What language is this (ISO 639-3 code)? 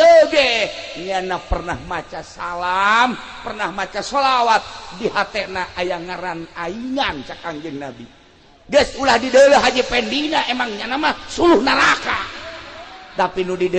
sun